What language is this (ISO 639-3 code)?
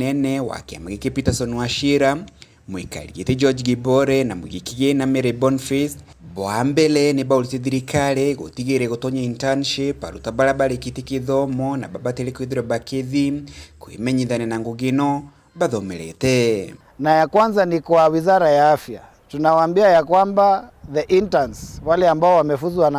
mer